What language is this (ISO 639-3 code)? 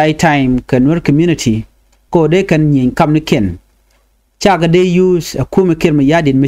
nus